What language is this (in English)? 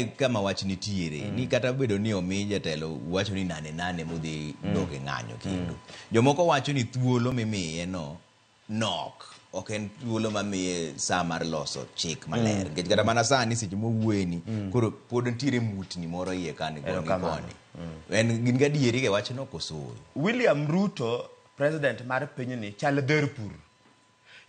Luo (Kenya and Tanzania)